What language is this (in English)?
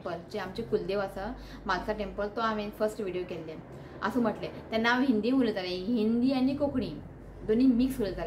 Konkani